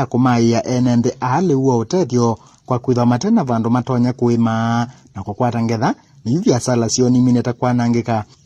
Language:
Kamba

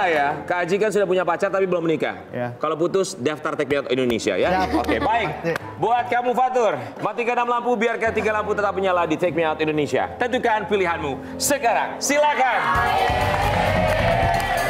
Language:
Indonesian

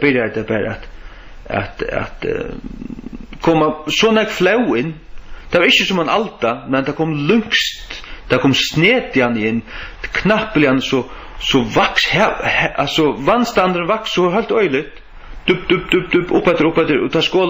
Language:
Faroese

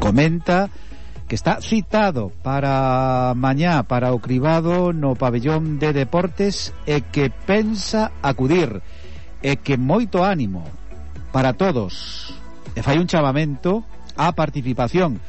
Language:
Galician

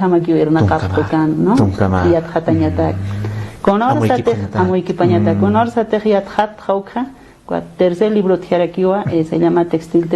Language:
Aymara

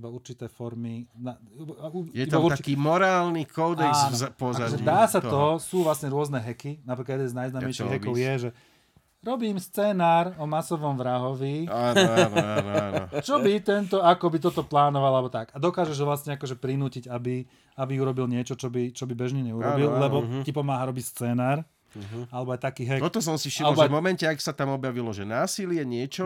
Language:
Slovak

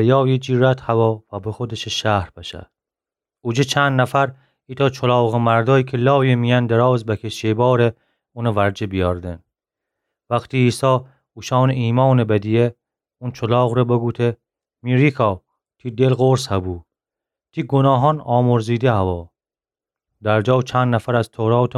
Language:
Gilaki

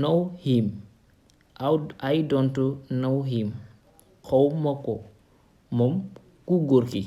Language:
Wolof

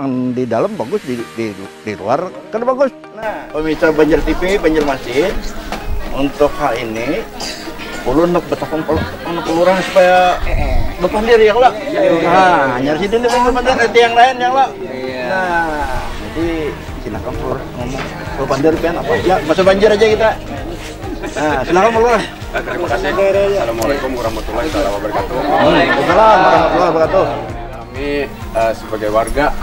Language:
Banjar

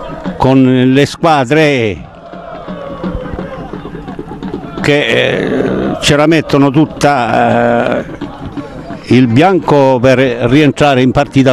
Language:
Italian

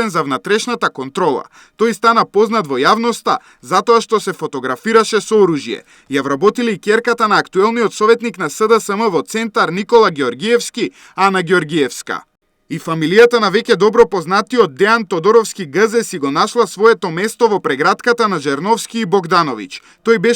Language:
Macedonian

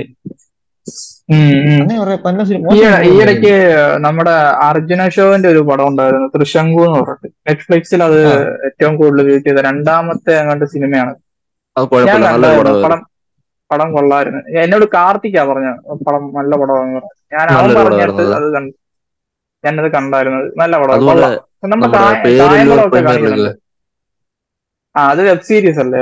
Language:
Malayalam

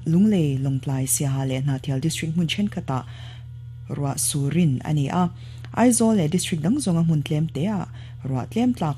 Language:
Mizo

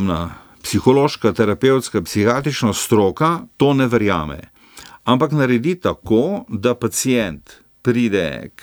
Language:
Slovenian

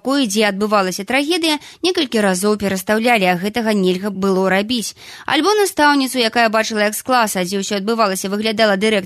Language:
Belarusian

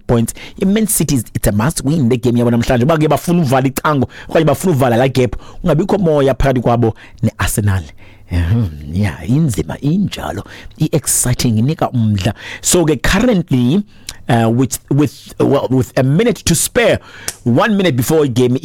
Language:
Xhosa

